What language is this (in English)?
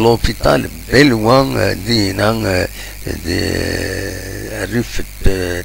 Kabyle